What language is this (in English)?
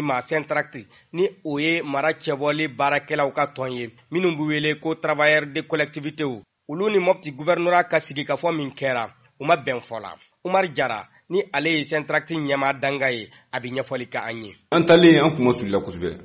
Bambara